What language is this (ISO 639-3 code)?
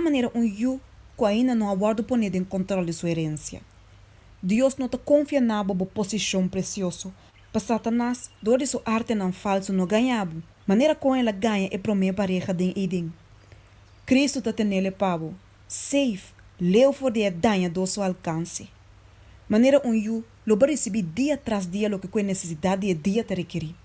pap